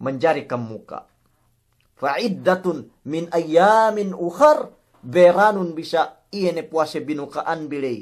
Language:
Yakan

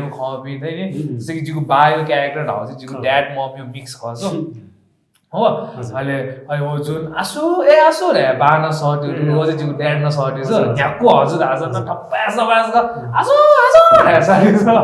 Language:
Newari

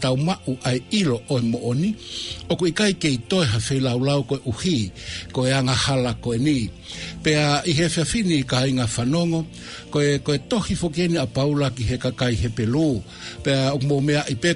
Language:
Tongan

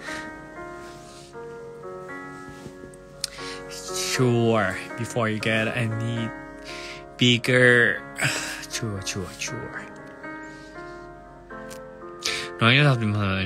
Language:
Thai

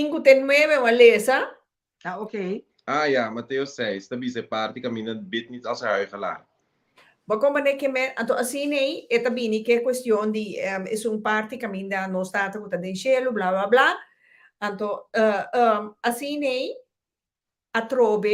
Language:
Papiamento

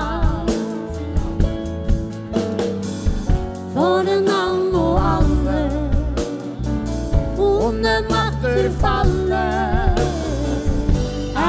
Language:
Norwegian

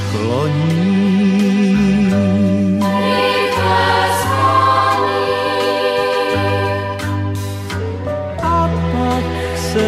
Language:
Czech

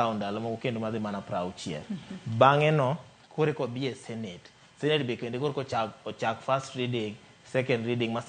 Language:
Luo (Kenya and Tanzania)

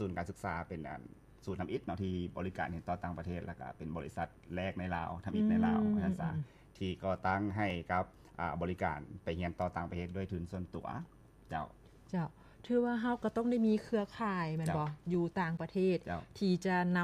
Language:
Lao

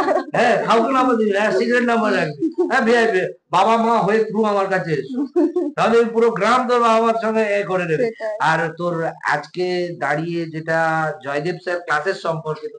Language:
Bangla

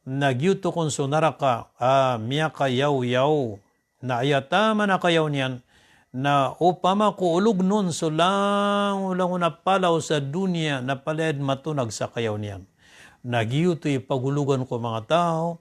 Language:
Maranao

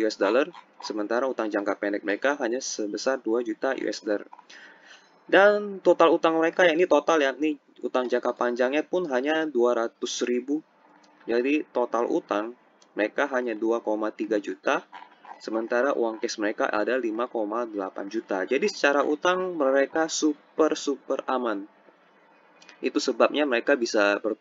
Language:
Indonesian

